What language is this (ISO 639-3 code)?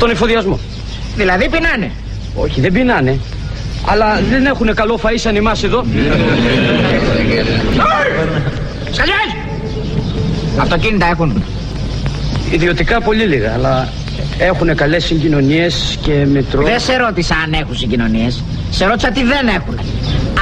ell